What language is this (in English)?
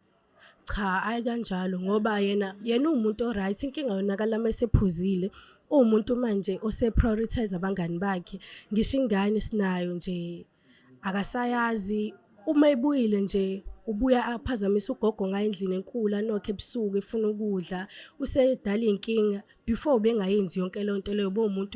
Zulu